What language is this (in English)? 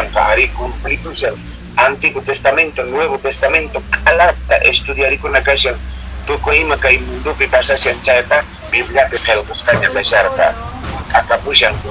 Quechua